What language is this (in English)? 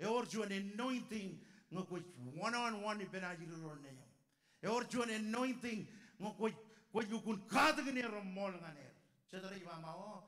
Marshallese